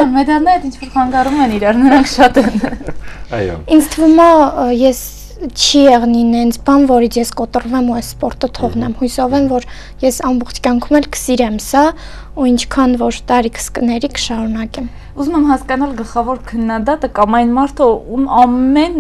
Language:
Armenian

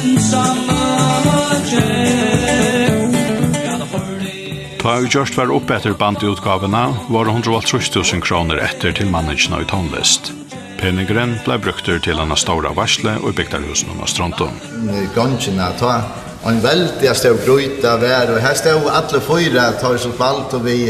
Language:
Faroese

